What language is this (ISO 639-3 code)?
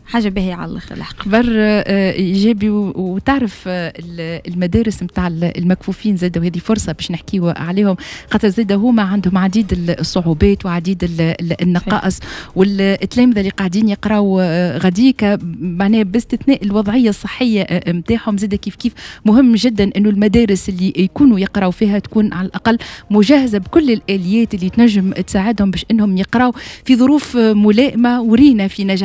aeb